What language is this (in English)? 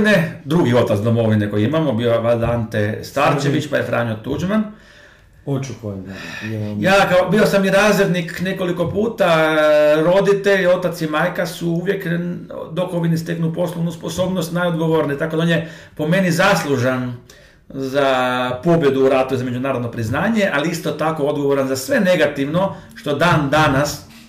Croatian